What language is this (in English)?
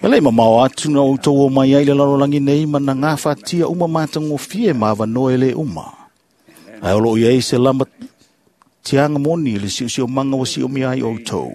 Samoan